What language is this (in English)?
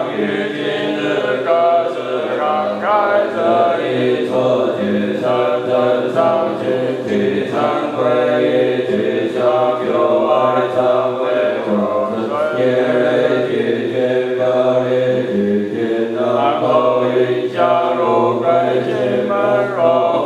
Chinese